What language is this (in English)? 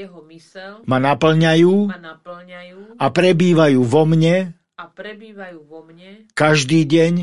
Slovak